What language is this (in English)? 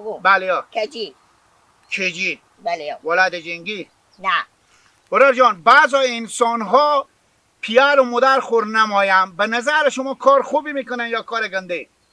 Hazaragi